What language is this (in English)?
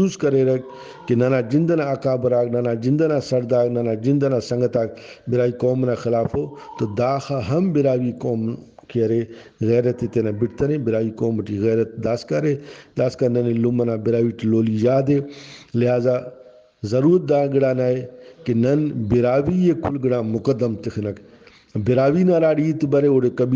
Brahui